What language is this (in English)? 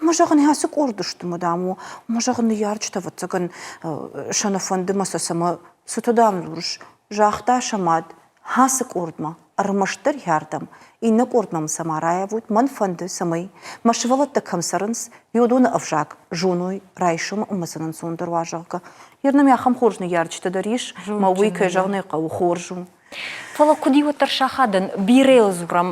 Ossetic